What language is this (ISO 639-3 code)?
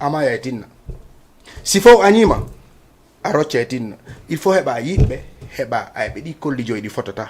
ful